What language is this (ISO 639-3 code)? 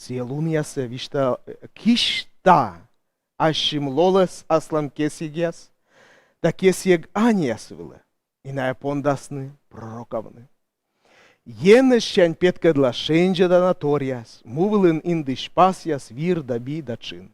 kom